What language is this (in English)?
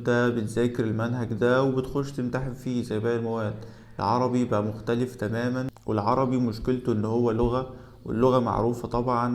Egyptian Arabic